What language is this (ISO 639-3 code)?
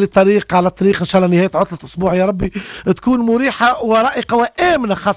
aeb